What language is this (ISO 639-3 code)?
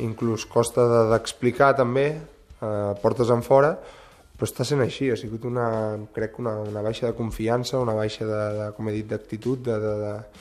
cat